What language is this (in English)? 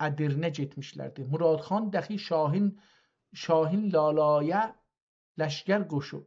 South Azerbaijani